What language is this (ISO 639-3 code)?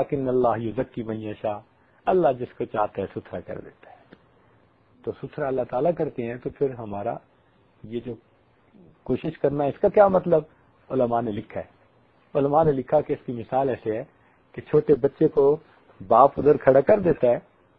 urd